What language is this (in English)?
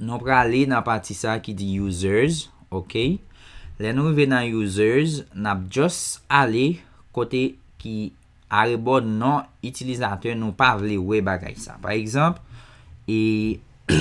Haitian Creole